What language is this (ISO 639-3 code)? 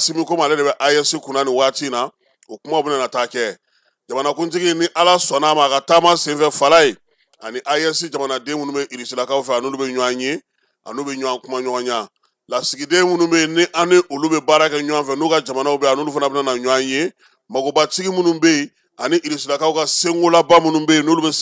bam